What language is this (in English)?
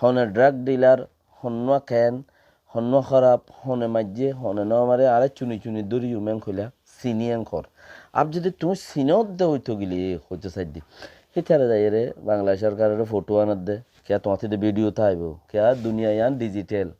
Rohingya